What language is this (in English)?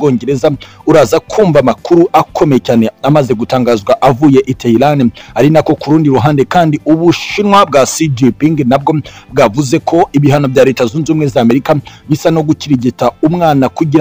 Kinyarwanda